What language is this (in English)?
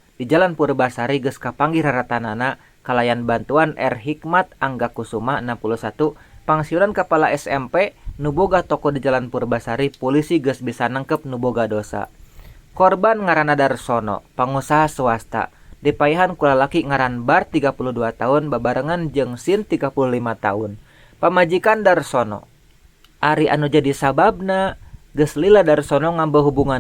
Sundanese